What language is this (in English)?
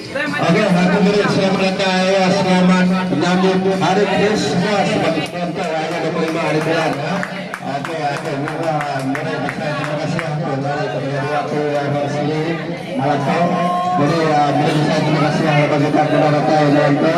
Iban